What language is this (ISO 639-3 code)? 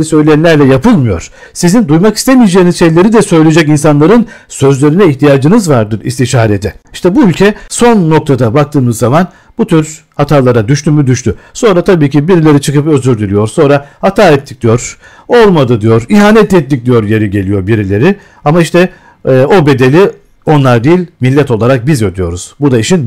tur